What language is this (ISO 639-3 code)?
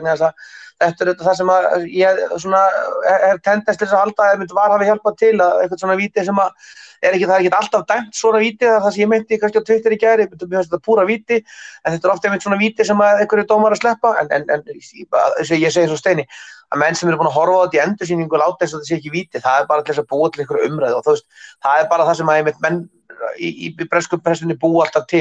isl